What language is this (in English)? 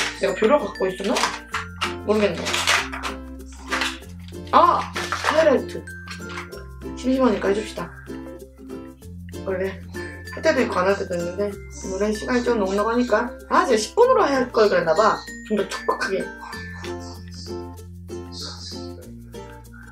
Korean